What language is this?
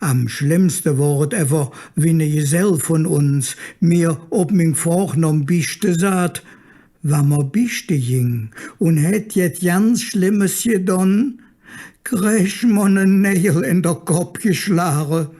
Colognian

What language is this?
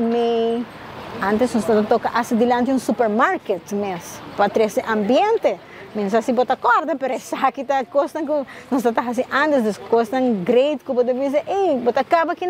Papiamento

